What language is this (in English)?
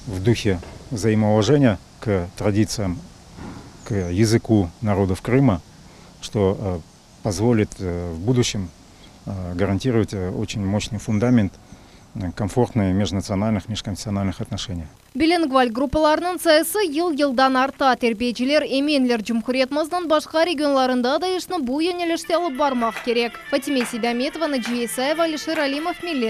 Crimean Tatar